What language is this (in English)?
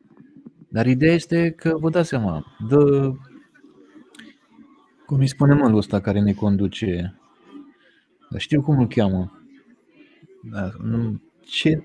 Romanian